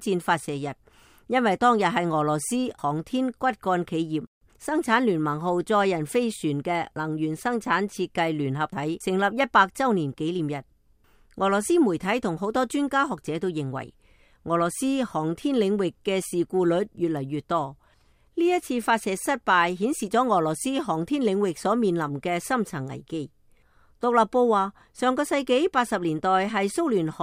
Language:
Cantonese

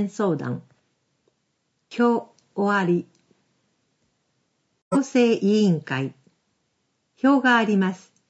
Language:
Japanese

